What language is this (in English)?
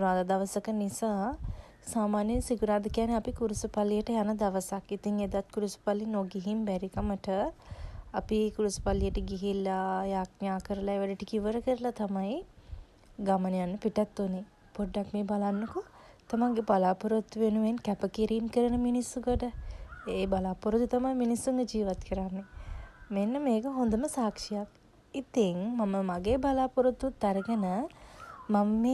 Sinhala